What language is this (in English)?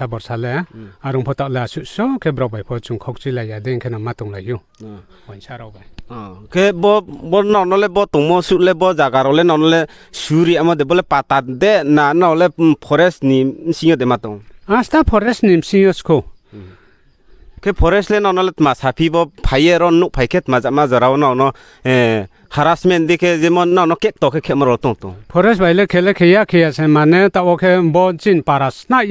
Riang (India)